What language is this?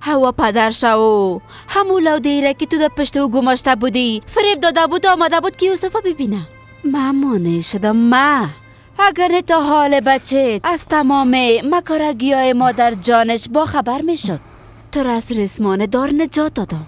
Persian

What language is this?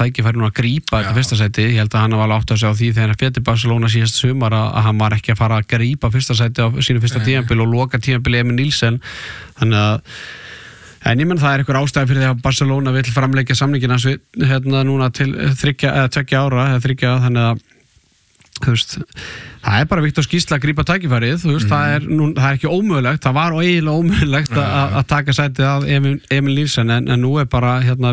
Icelandic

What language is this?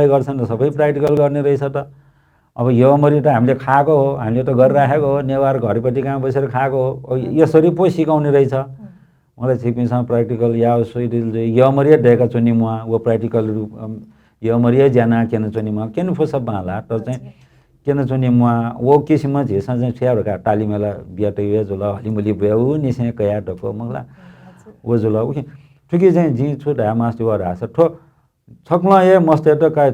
Newari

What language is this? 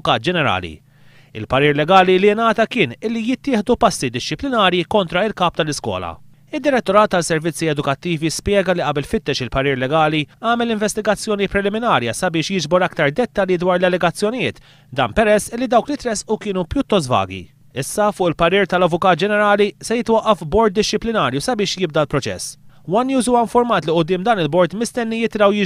Maltese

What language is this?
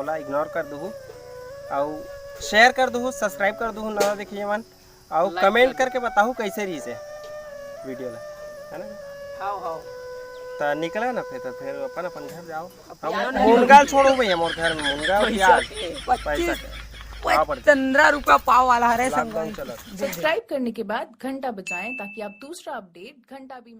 Chhattisgarhi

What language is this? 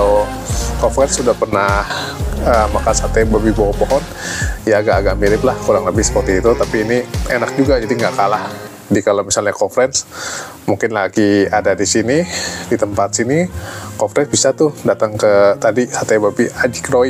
Indonesian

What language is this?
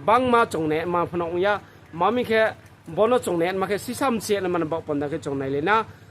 Riang (India)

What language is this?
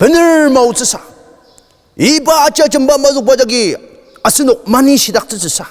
Ao Naga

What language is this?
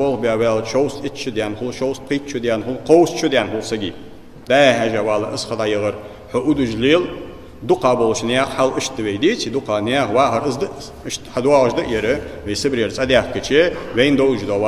Ingush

